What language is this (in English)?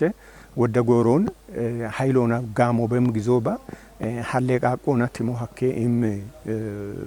Kafa